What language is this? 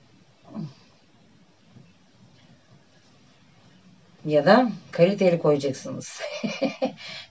Turkish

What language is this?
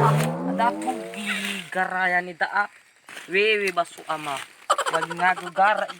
Nias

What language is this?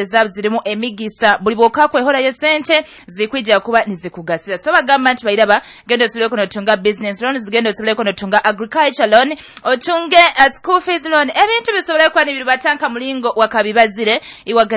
Nyoro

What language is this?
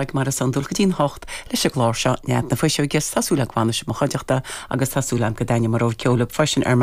Irish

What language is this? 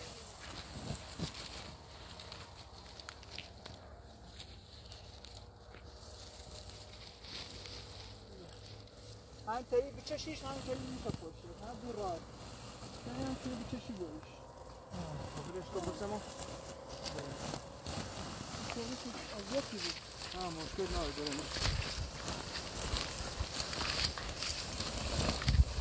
Persian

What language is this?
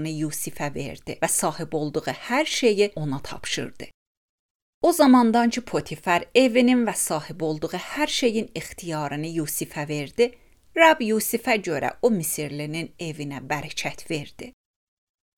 Azerbaijani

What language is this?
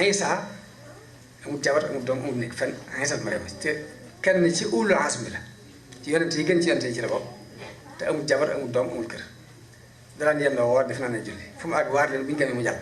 Wolof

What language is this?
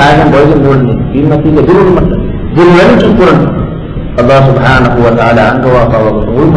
Divehi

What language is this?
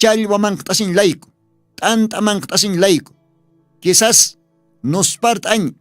Aymara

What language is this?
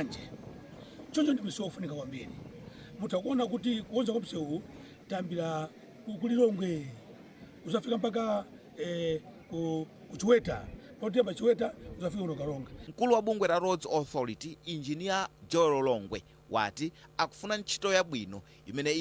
Nyanja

